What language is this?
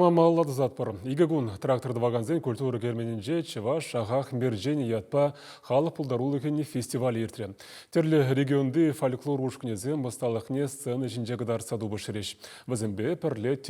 Chuvash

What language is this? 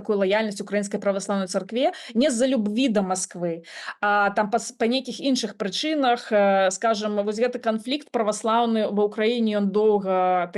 Belarusian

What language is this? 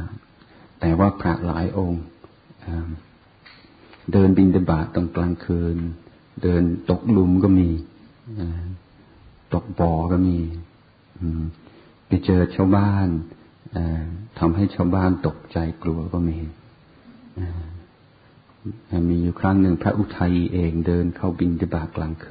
Thai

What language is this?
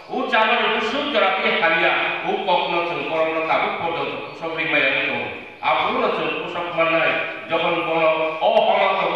Kok Borok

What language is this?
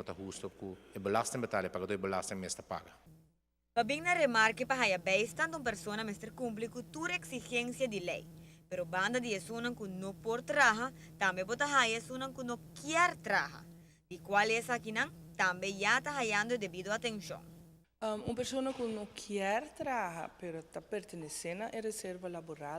Papiamento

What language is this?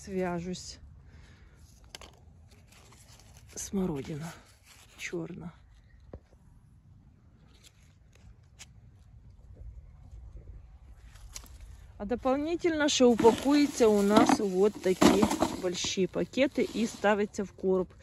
Ukrainian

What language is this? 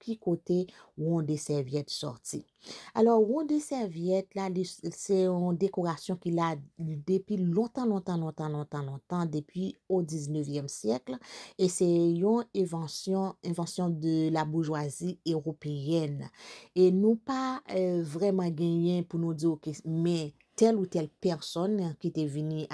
Haitian Creole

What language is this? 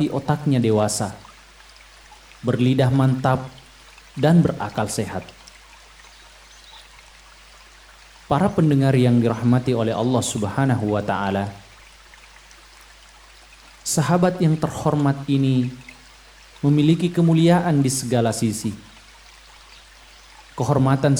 Indonesian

